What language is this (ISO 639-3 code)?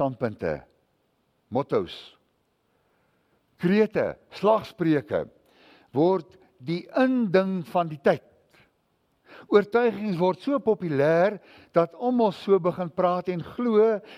afr